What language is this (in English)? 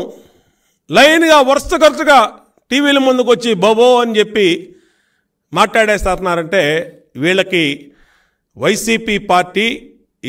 Telugu